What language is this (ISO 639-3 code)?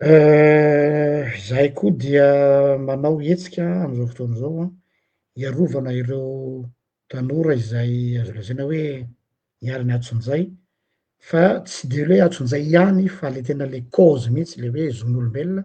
mlg